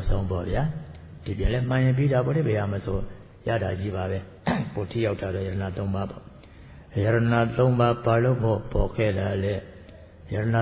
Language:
Burmese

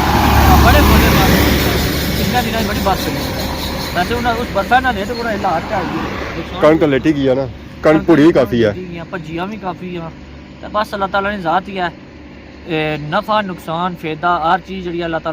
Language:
Pahari-Potwari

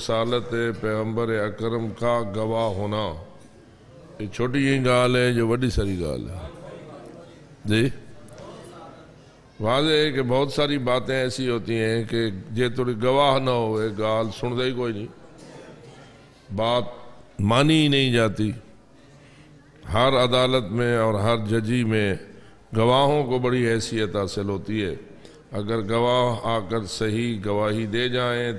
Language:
Urdu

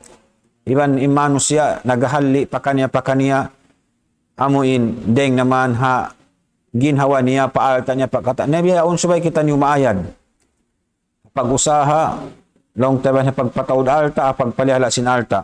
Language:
Tausug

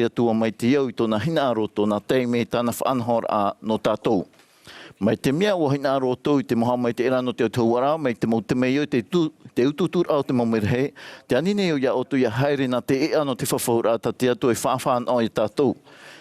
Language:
Tahitian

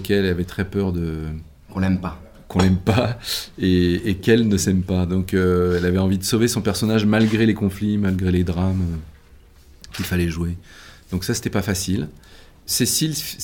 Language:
French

